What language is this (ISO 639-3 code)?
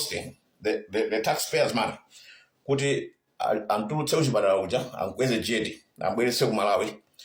nya